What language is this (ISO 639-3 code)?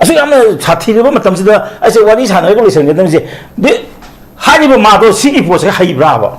mni